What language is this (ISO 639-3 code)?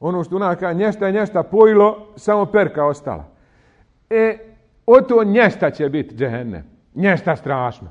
bos